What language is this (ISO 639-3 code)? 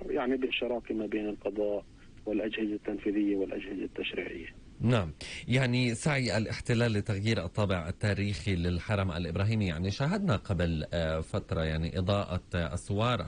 apc